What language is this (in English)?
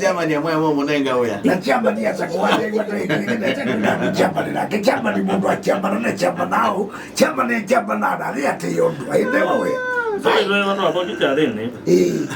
Kamba